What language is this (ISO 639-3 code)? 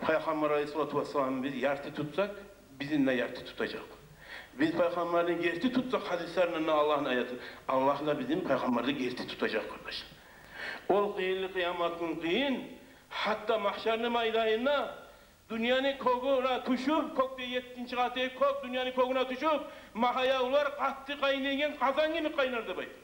kum